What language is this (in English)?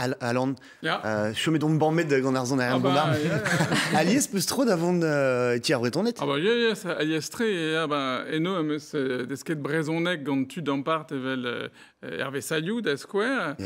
Breton